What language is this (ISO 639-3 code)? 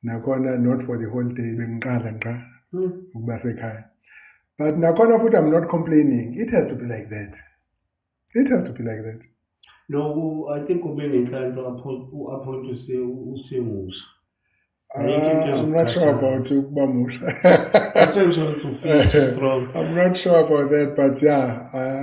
zul